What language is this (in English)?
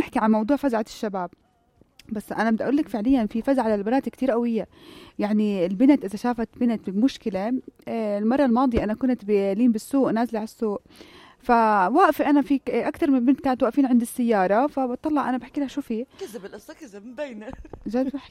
North Levantine Arabic